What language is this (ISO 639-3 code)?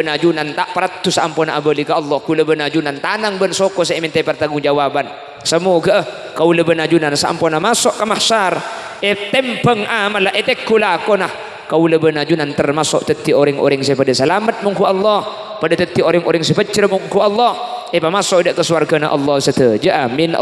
mad